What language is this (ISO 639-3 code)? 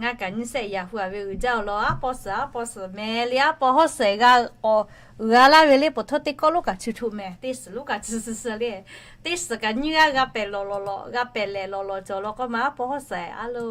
lhu